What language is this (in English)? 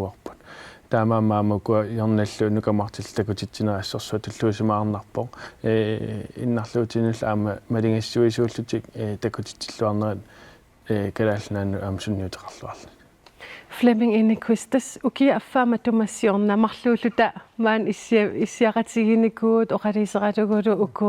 Kalaallisut